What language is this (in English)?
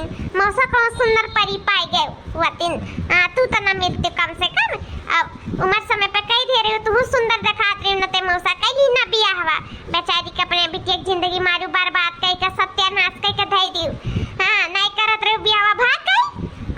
Awadhi